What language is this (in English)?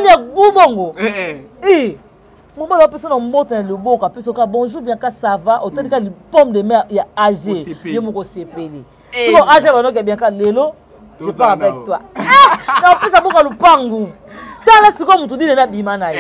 Lingala